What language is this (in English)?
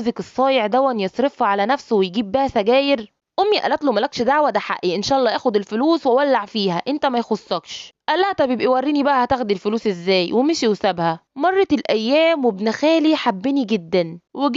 Egyptian Arabic